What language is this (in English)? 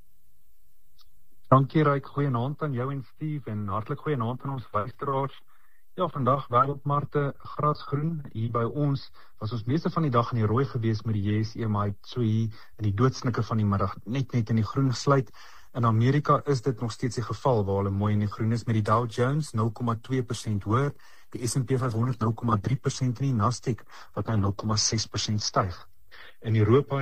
Afrikaans